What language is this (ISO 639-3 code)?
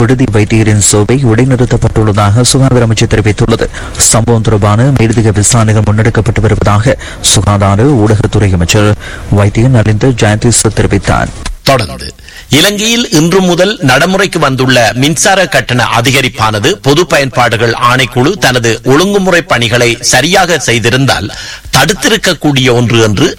tam